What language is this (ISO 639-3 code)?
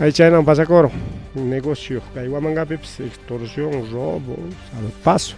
quy